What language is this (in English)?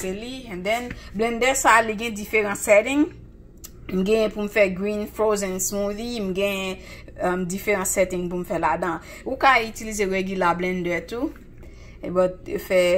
Haitian Creole